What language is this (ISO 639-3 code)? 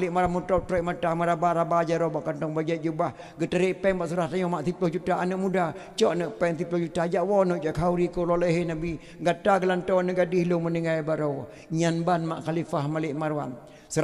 ace